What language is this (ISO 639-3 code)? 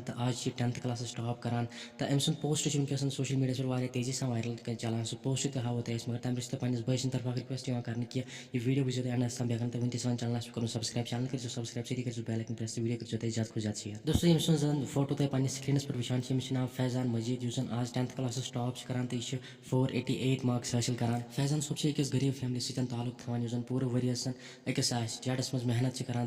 kas